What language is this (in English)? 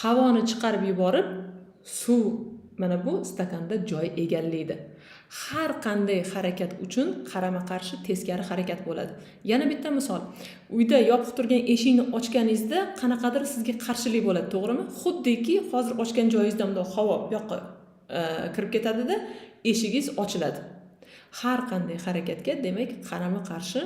Uzbek